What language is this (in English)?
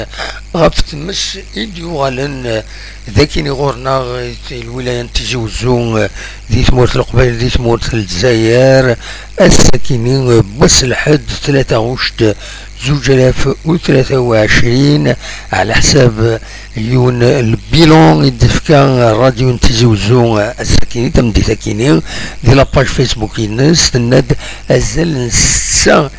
Kabyle